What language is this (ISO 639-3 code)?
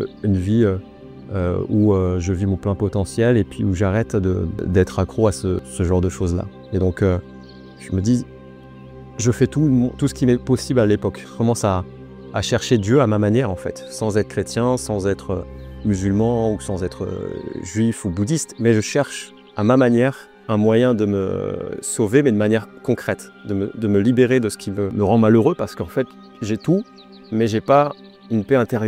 fra